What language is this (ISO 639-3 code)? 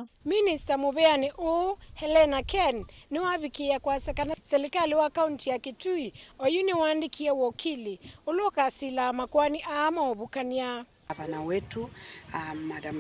kam